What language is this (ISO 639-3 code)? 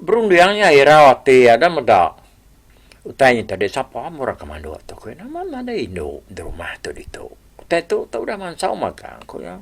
iba